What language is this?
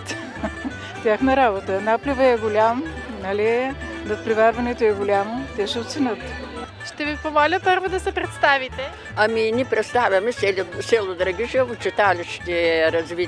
Bulgarian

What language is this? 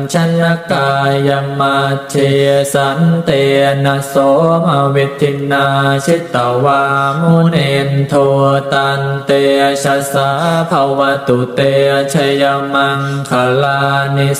Pali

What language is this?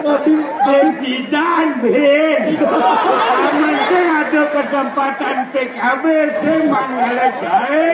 Balinese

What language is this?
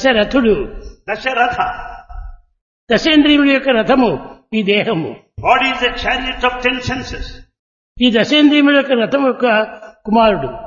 Telugu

